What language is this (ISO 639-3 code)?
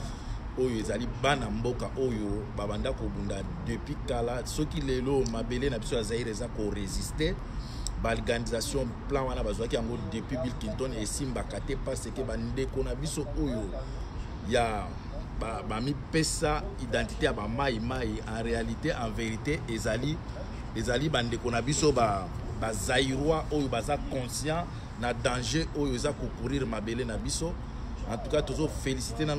lin